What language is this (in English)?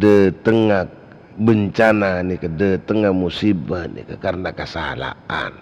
Madurese